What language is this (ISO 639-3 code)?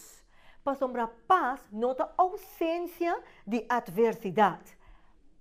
pap